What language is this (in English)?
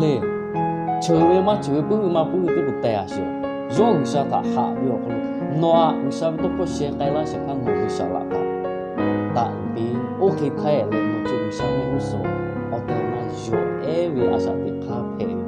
Lahu